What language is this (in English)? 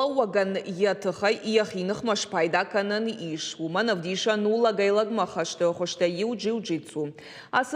Ossetic